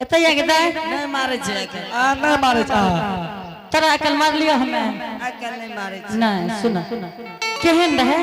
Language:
Angika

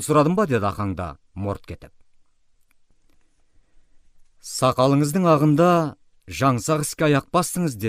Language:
Kazakh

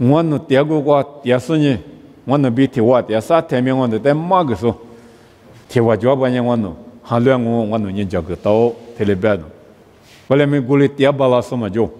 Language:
Lisu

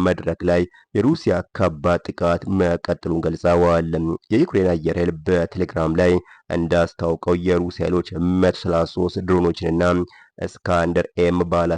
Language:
Amharic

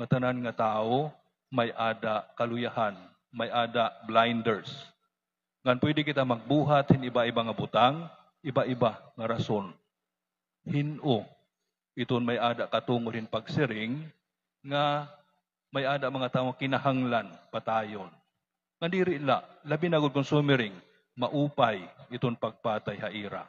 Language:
Waray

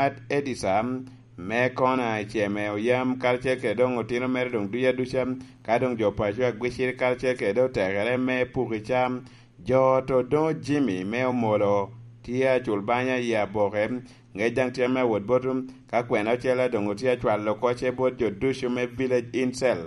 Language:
Lango (Uganda)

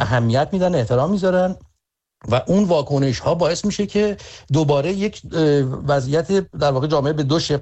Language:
Persian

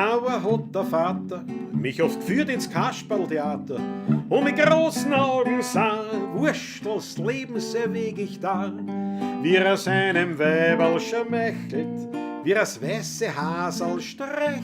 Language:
Bavarian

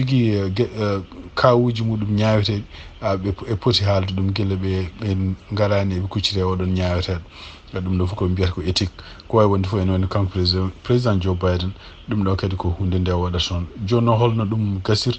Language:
Fula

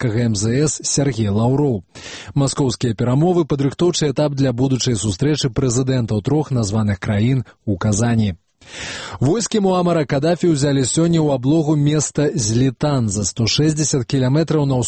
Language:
Belarusian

